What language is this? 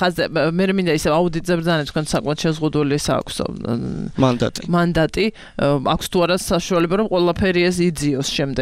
Georgian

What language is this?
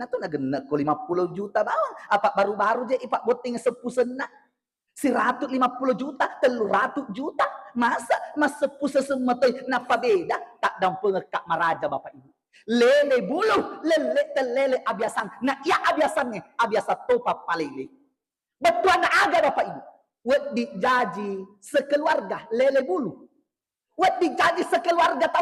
Buginese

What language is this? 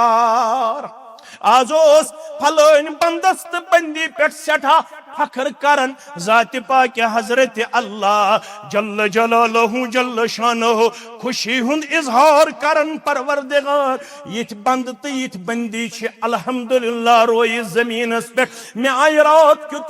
Kashmiri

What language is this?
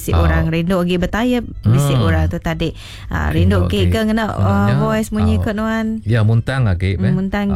Iban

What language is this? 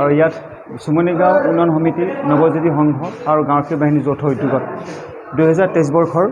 Assamese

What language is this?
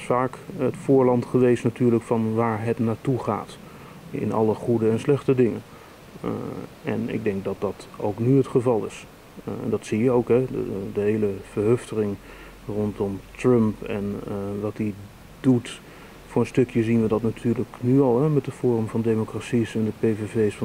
Dutch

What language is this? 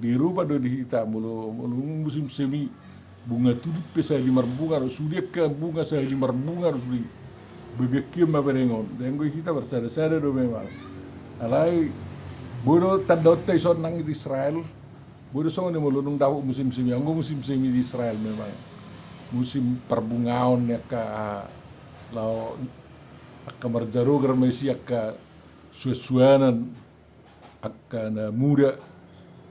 Batak Toba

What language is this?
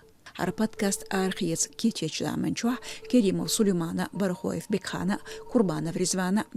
Chechen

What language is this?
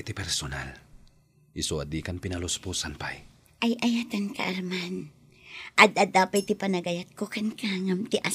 Iloko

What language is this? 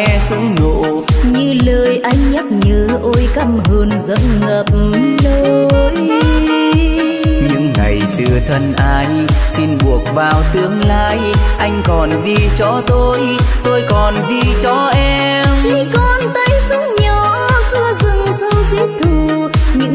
Vietnamese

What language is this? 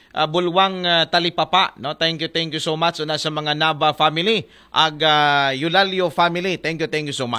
Aklanon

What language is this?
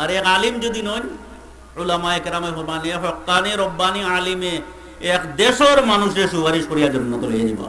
Sylheti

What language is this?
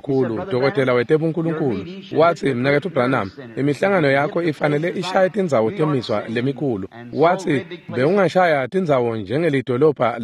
Swati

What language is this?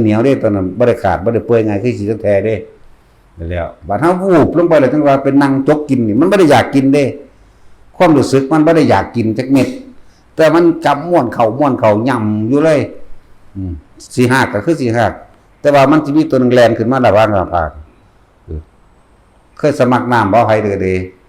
Northeastern Thai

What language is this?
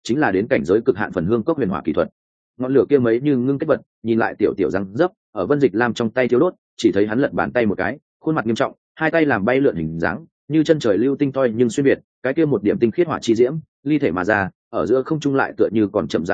Vietnamese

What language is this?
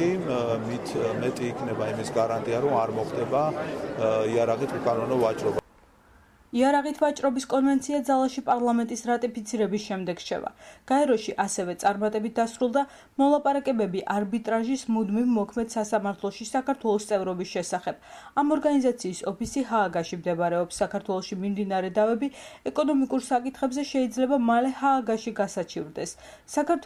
Georgian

